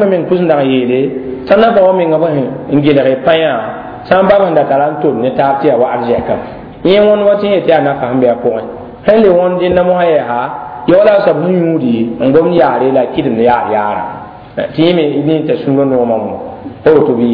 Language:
Mossi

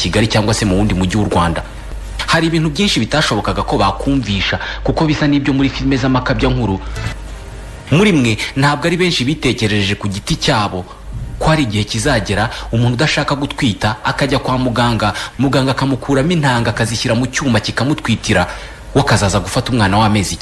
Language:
Kinyarwanda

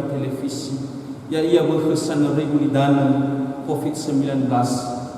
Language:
Nias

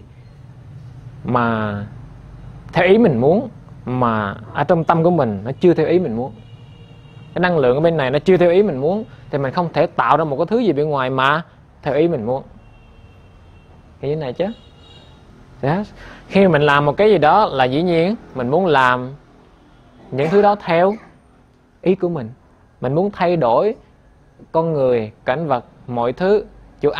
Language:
Vietnamese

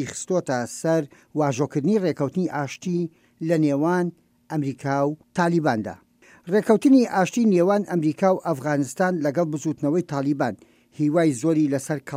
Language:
Central Kurdish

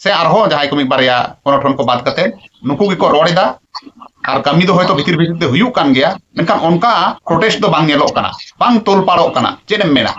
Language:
Santali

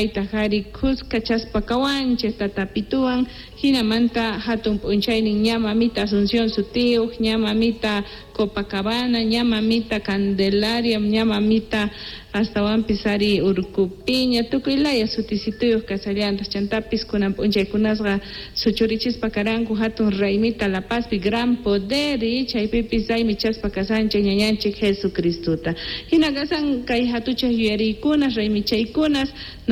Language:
South Bolivian Quechua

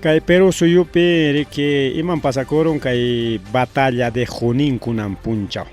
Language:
Ayacucho Quechua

